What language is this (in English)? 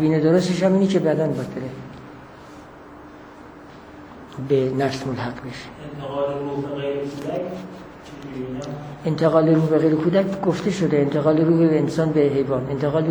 Persian